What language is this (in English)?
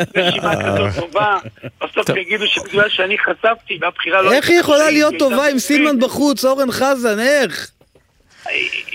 Hebrew